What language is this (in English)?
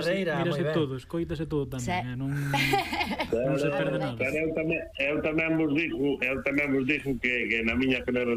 Galician